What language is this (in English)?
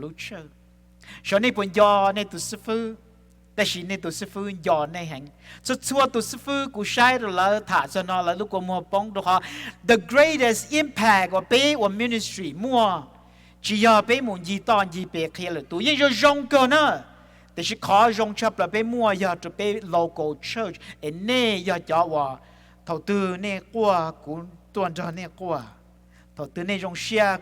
Hmong